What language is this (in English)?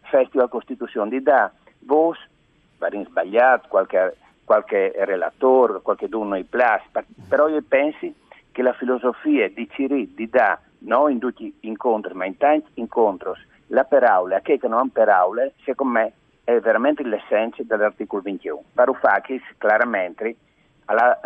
Friulian